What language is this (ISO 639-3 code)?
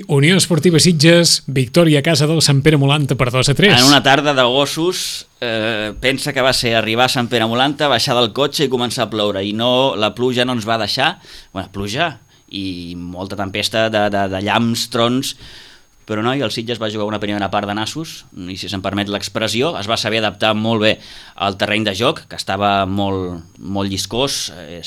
cat